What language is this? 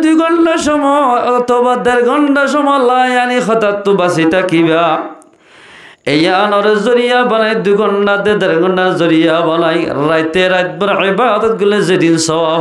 Rohingya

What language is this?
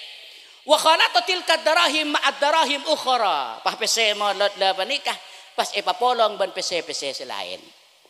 Madurese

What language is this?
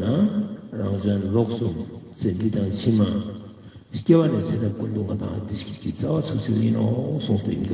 Ladakhi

